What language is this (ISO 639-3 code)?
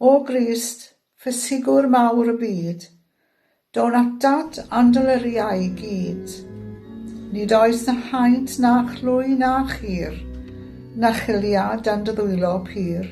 cym